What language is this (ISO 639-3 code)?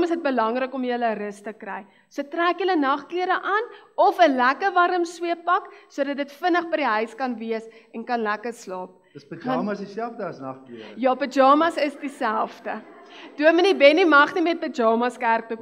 afr